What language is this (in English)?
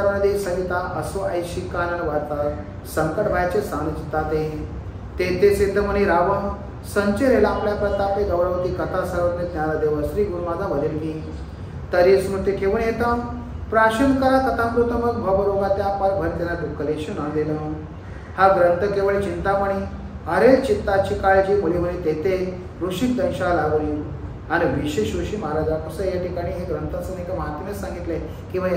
Marathi